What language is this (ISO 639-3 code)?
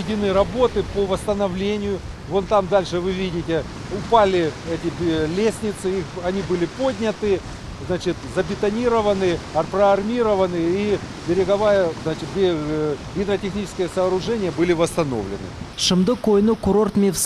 crh